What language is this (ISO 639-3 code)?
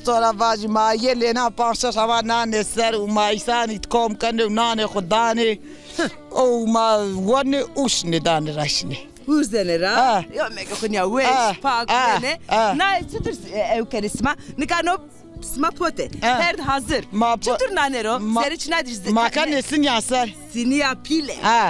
zza